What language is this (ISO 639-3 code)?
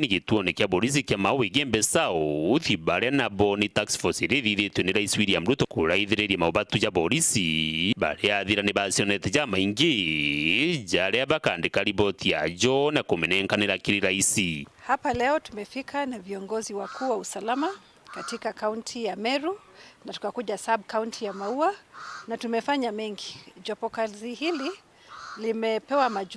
mer